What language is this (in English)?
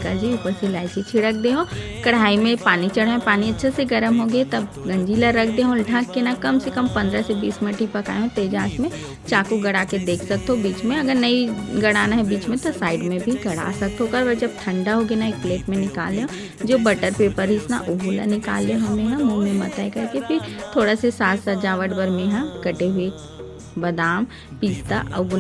Chhattisgarhi